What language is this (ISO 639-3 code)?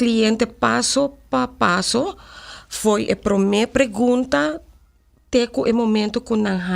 pap